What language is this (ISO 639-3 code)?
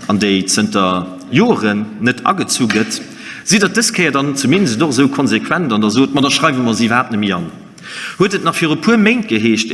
ltz